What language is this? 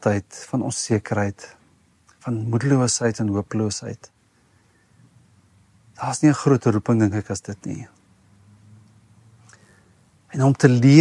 Afrikaans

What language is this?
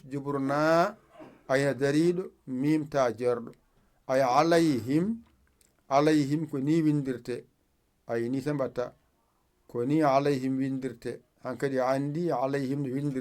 Fula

